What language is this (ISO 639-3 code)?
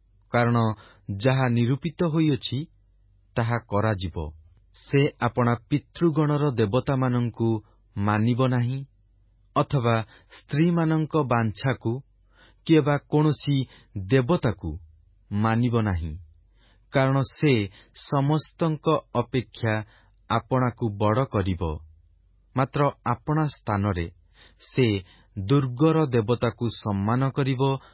ori